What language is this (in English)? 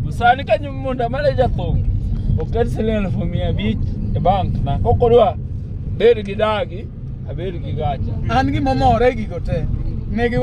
Luo (Kenya and Tanzania)